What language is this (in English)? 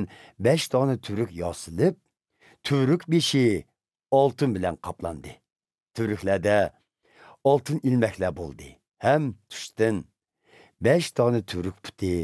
Uyghur